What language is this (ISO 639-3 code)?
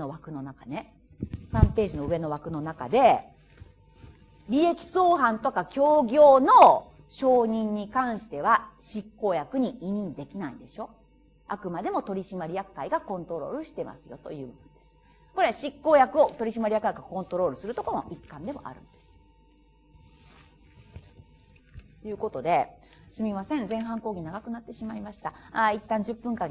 jpn